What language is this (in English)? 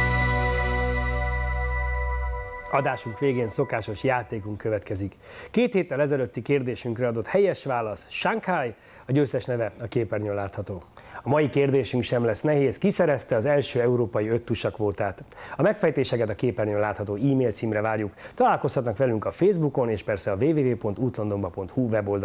Hungarian